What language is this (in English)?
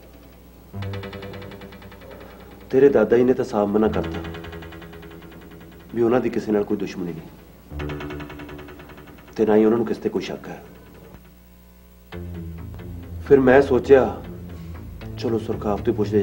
Punjabi